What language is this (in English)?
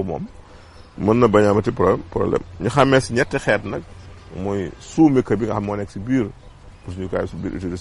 Wolof